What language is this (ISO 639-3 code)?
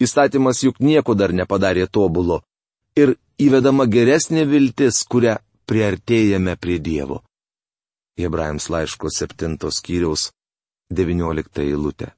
lit